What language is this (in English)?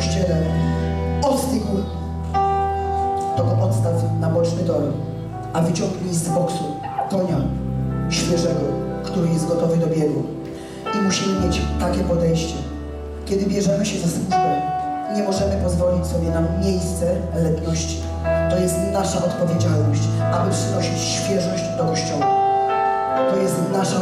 Polish